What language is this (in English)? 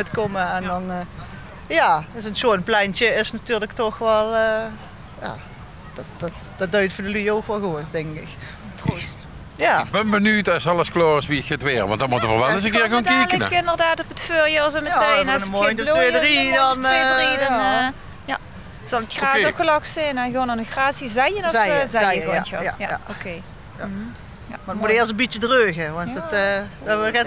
Limburgish